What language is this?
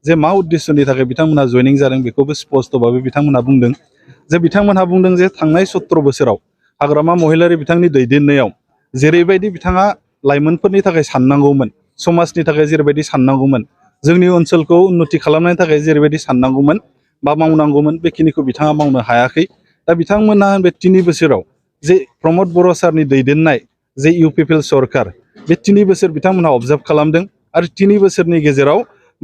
Bodo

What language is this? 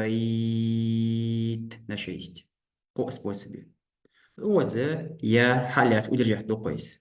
Ingush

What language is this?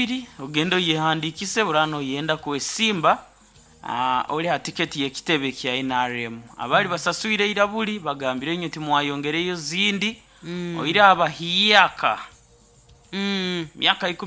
Nyoro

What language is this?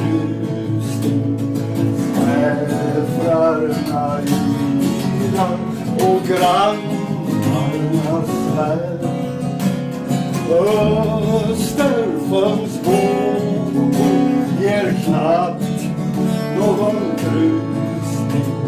Swedish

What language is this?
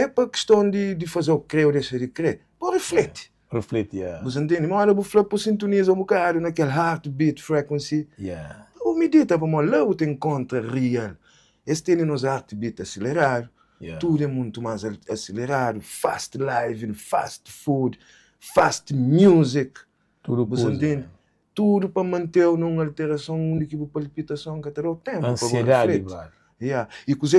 Kabuverdianu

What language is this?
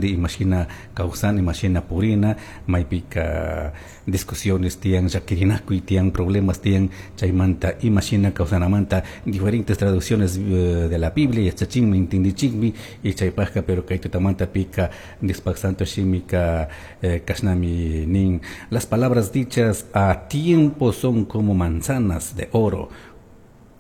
Chimborazo Highland Quichua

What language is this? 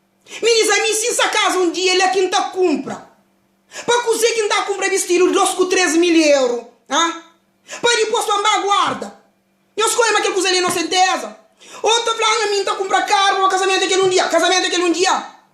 Kabuverdianu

